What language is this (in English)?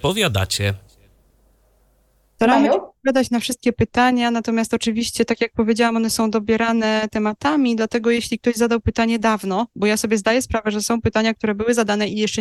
Polish